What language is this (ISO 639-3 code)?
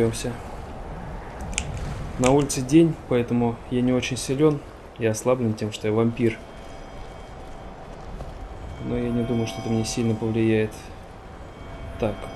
rus